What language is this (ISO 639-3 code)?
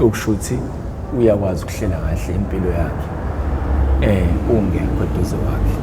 zul